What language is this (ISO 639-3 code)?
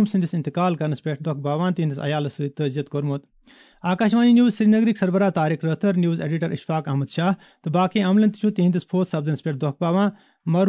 kas